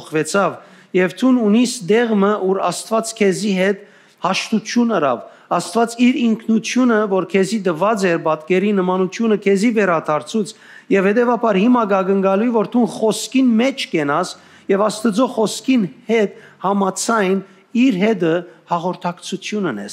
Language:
Western Armenian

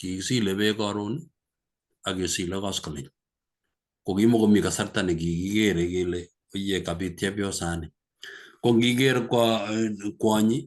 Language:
Kalenjin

